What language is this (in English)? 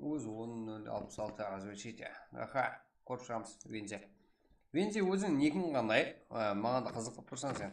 Kara-Kalpak